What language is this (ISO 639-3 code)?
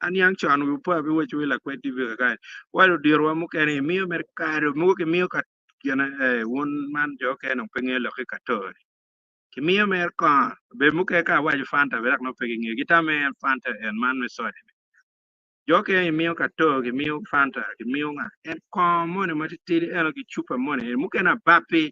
ach